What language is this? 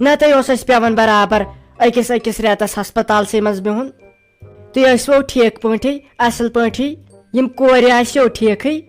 Kashmiri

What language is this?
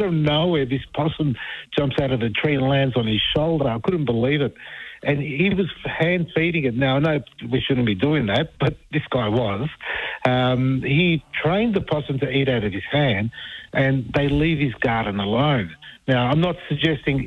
English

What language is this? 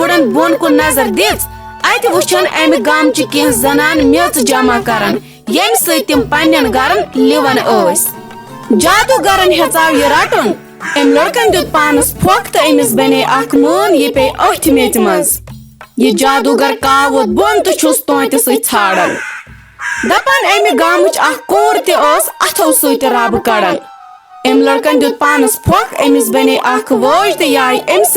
Kashmiri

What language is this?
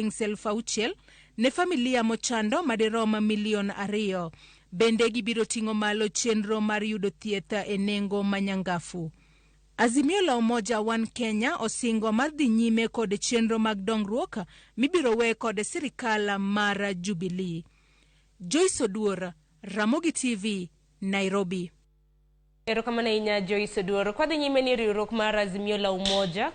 Luo (Kenya and Tanzania)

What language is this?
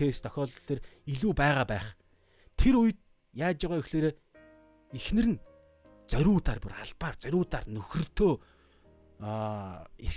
Mongolian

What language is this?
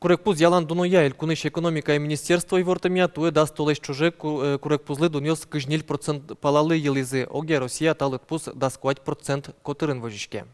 Udmurt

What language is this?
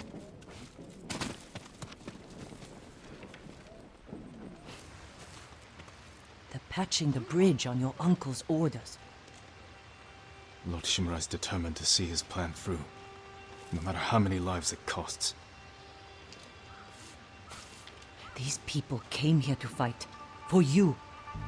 English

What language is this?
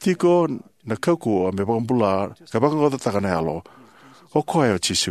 Fijian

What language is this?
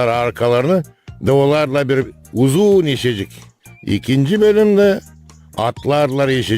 Gagauz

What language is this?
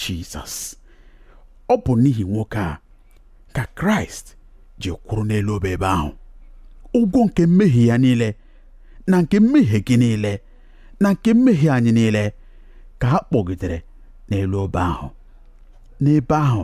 Igbo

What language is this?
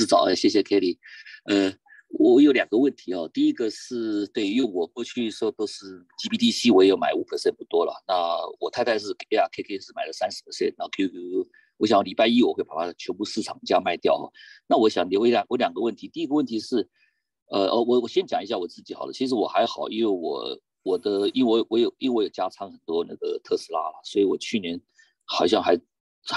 Chinese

